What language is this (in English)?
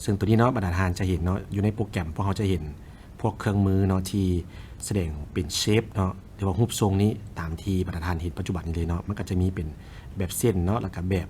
Lao